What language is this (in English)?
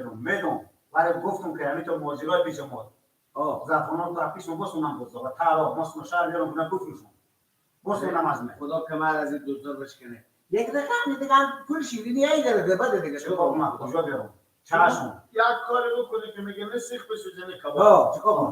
Persian